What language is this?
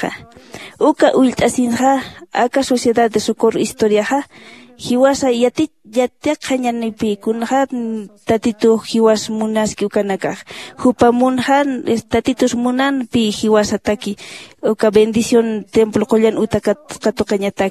Aymara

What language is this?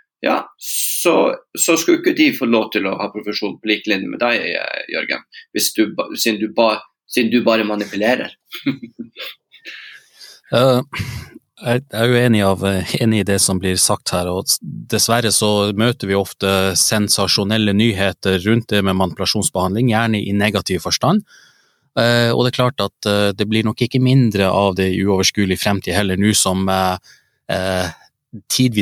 Norwegian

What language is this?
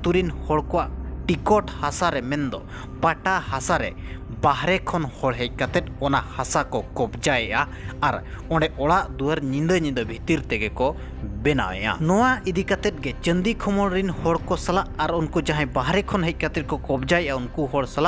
Santali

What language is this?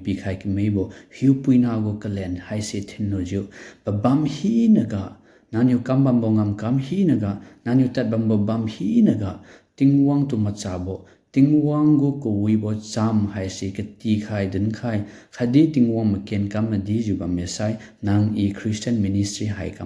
Liangmai Naga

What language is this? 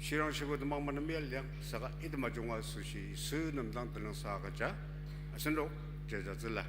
Ao Naga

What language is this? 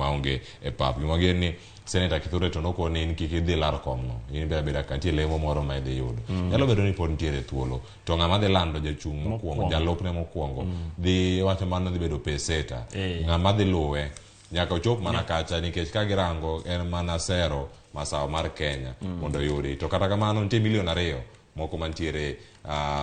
Luo (Kenya and Tanzania)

